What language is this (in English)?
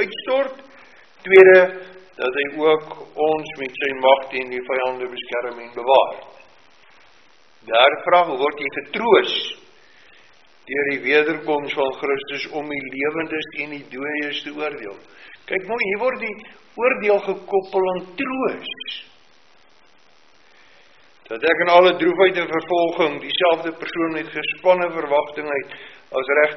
Afrikaans